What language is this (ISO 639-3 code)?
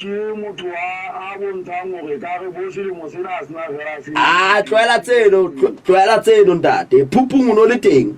sot